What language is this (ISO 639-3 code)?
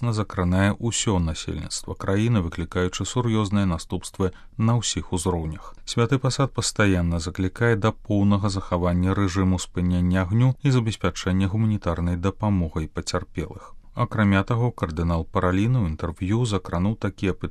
bel